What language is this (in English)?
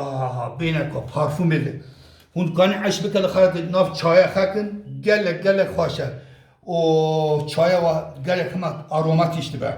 Kurdish